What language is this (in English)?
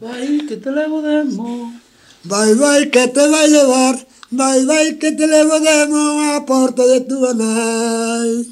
Galician